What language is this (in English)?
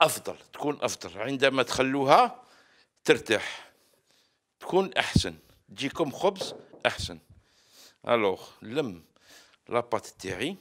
Algerian Arabic